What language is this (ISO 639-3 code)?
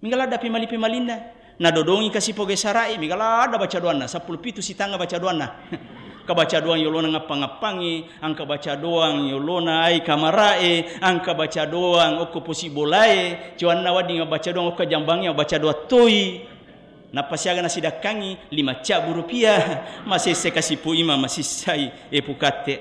bug